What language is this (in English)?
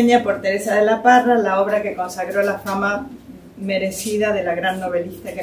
Spanish